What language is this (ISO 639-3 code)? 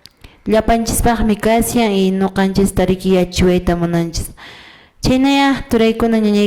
que